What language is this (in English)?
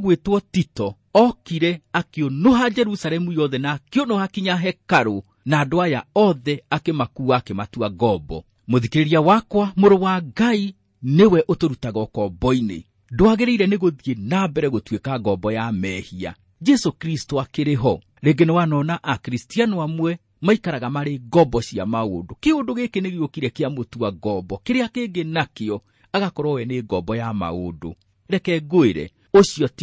Kikuyu